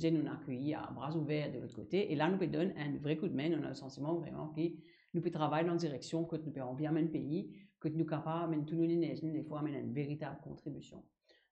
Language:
Morisyen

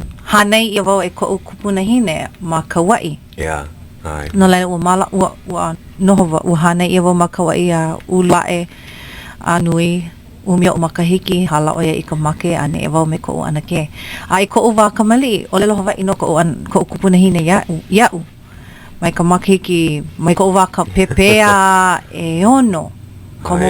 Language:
Hawaiian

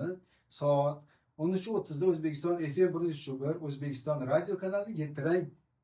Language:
Uzbek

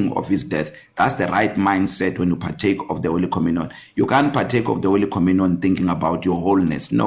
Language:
English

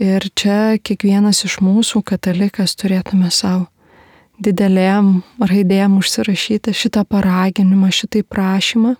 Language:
Lithuanian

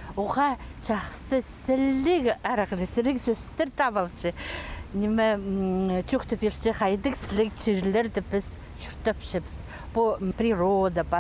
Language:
Khakas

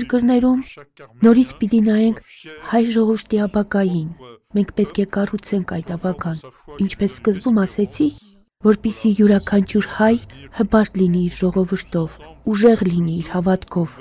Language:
Armenian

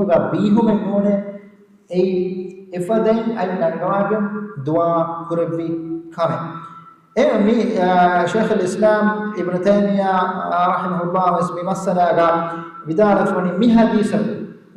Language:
Divehi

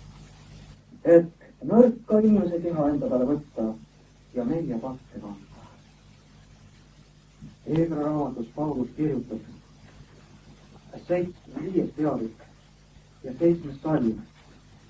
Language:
Estonian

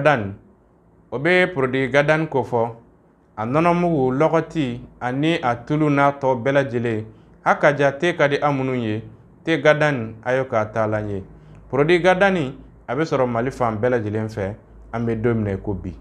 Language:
Bambara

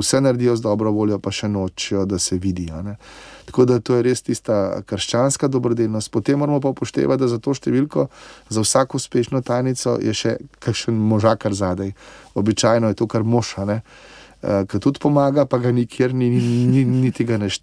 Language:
Slovenian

